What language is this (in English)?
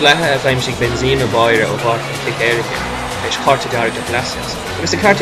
Irish